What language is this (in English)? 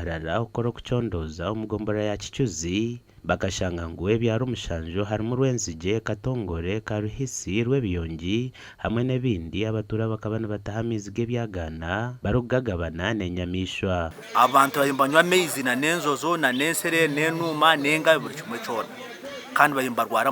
Nyankole